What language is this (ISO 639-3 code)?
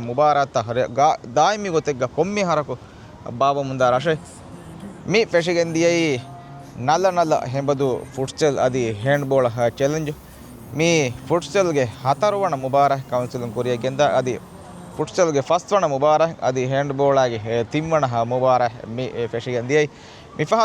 div